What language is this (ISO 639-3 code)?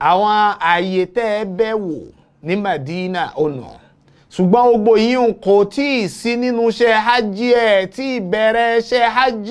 yor